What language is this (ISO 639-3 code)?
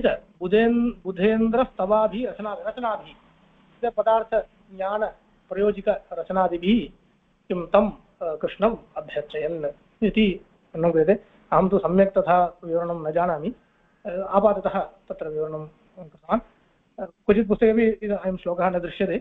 san